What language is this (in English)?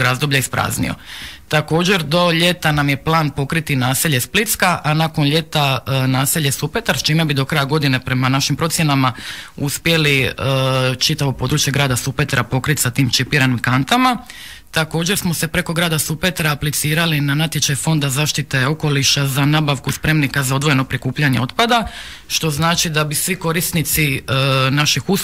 Croatian